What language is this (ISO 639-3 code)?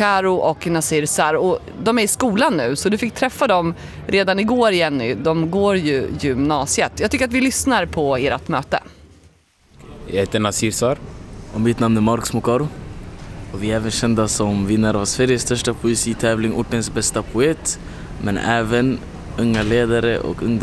swe